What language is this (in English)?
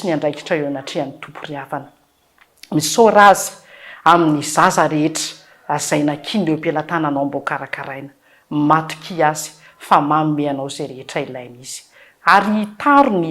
Malagasy